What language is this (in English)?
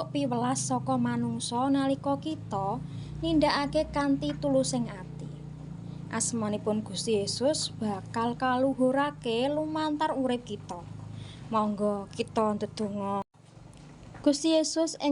Javanese